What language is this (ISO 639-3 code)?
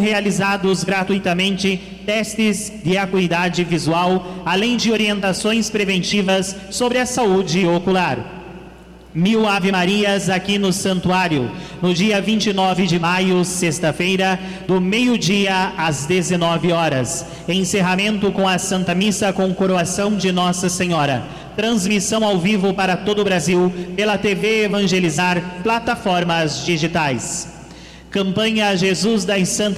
por